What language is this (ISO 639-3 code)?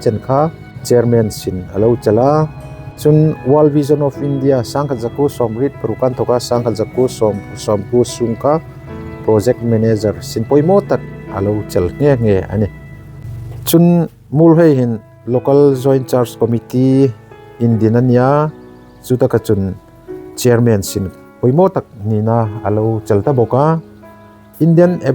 hmr